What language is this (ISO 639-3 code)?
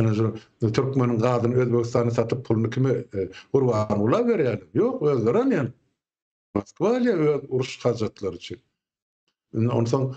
tuk